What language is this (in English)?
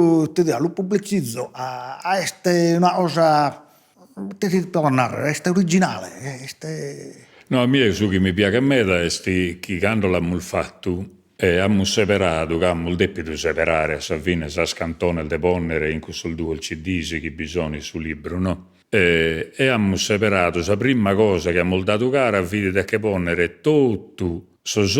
Sardinian